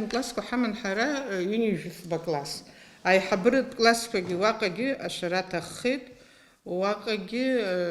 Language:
Abkhazian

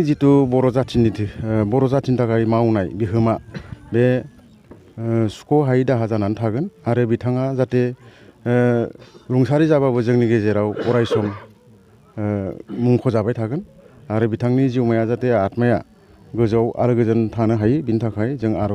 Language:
Bodo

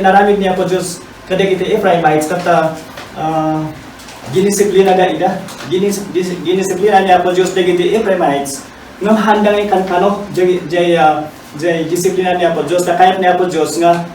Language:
Iloko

